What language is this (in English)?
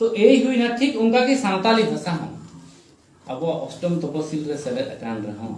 Santali